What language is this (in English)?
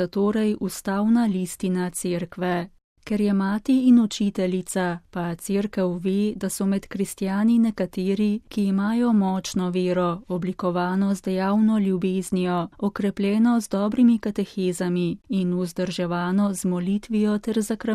Slovenian